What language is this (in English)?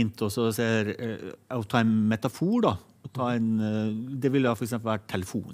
Norwegian